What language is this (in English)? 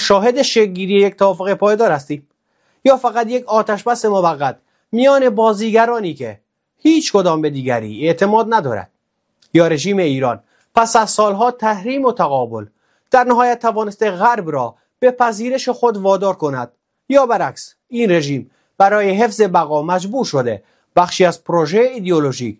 Persian